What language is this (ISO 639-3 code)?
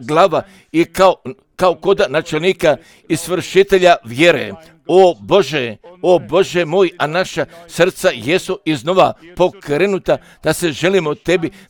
hrv